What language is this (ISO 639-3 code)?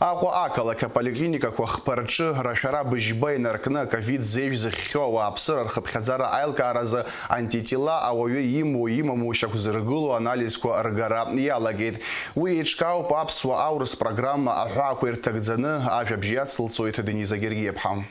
abk